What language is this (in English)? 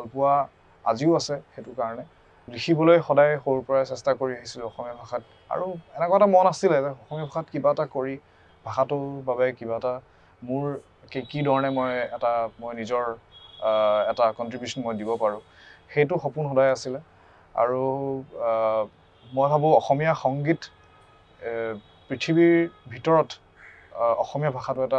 Assamese